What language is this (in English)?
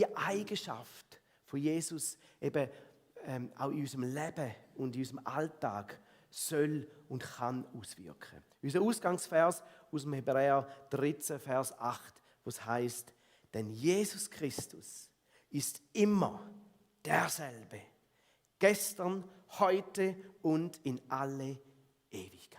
Swiss German